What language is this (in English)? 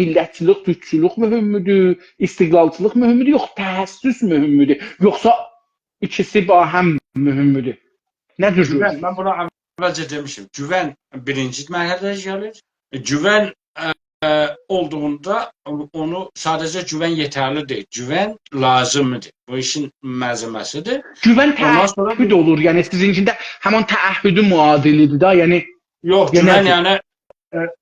South Azerbaijani